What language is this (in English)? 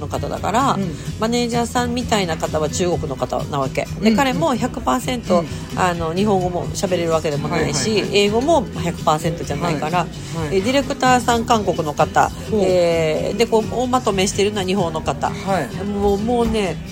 Japanese